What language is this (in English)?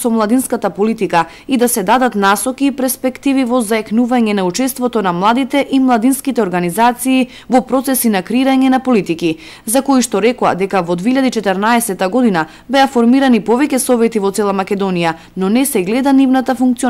Macedonian